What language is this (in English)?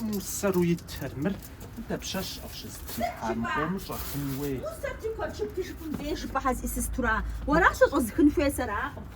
Kabardian